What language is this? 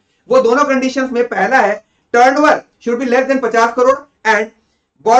Hindi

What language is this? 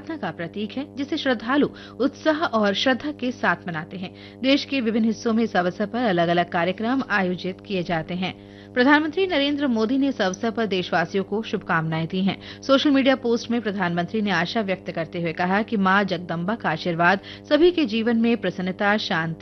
Hindi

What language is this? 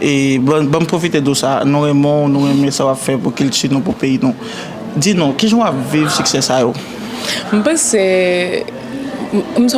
Haitian Creole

